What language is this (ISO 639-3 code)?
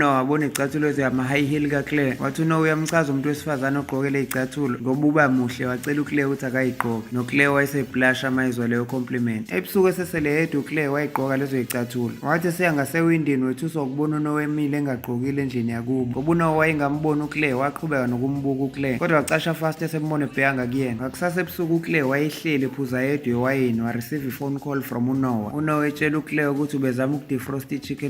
zul